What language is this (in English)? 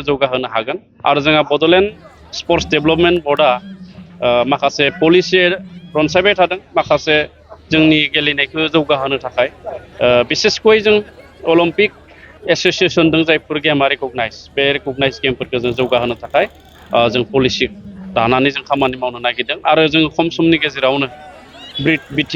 Bodo